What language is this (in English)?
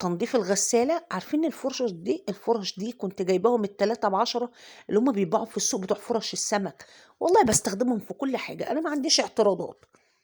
Egyptian Arabic